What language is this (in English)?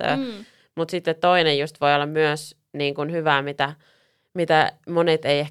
Finnish